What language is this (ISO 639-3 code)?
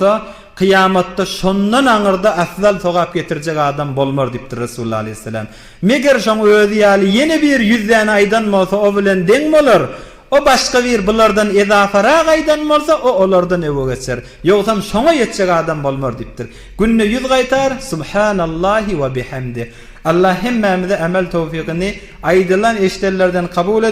tuk